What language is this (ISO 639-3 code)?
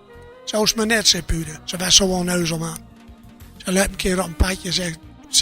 gos